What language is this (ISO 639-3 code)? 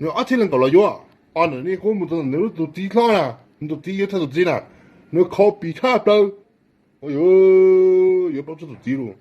hmn